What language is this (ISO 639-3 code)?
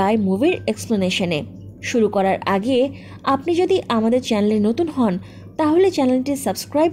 ben